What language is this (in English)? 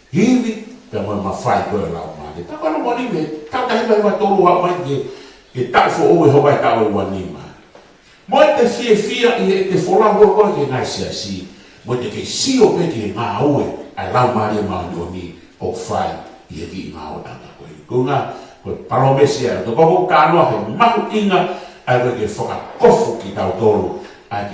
Tongan